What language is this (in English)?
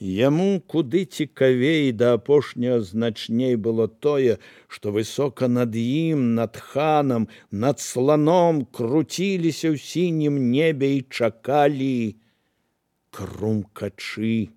Belarusian